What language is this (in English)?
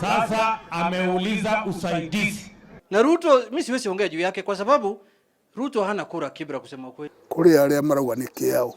Kikuyu